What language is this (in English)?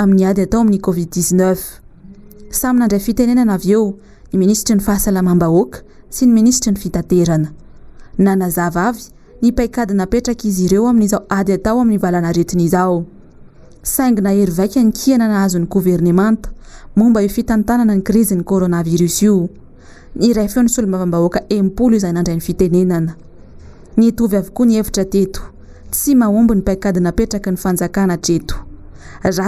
Malagasy